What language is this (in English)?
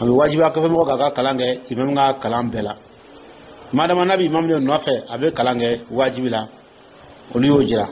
Dyula